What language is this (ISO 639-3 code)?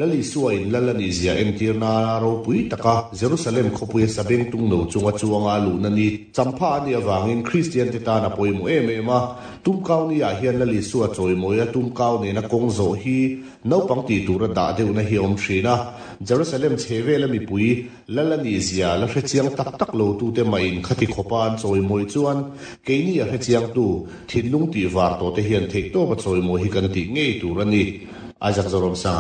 lus